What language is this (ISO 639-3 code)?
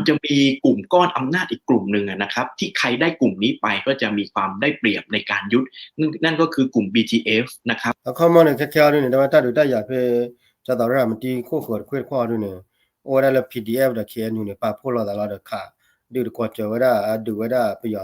ksw